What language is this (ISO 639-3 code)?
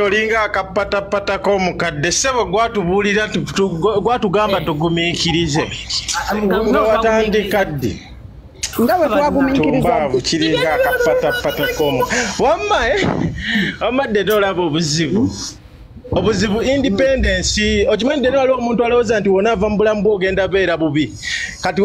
lug